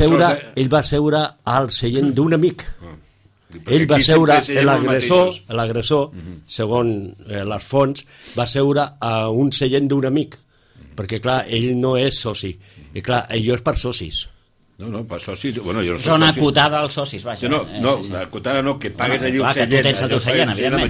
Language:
Catalan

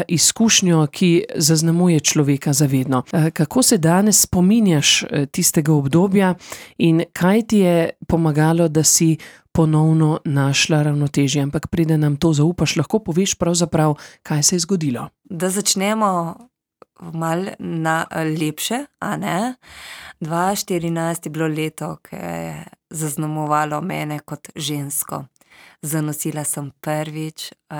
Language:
Slovenian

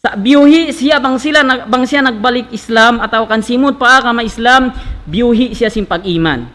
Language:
Tausug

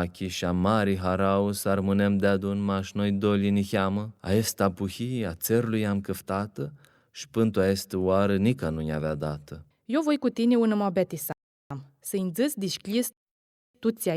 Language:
Aromanian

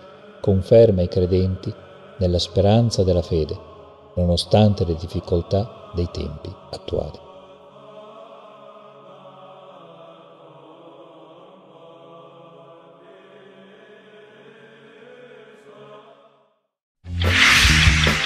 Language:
Italian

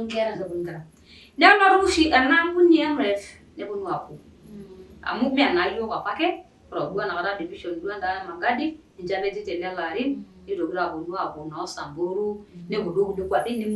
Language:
Masai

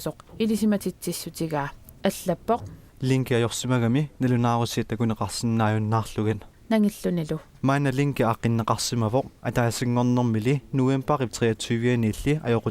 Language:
Kalaallisut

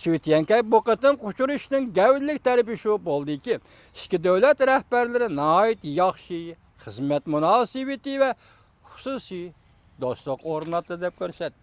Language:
Uyghur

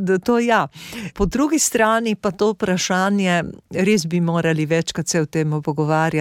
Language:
Slovenian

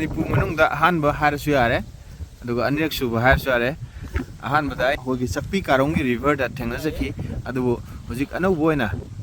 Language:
Manipuri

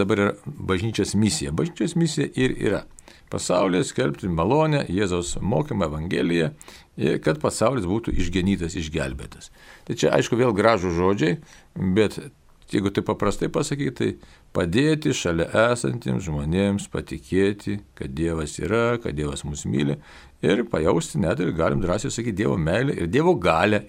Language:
Lithuanian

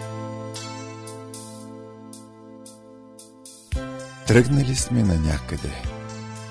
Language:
Bulgarian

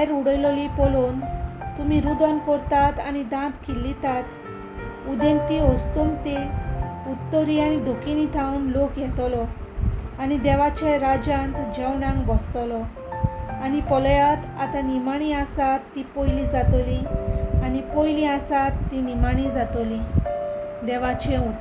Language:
Konkani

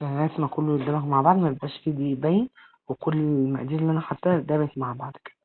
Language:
Egyptian Arabic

